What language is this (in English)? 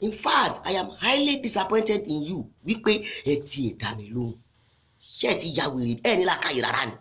Yoruba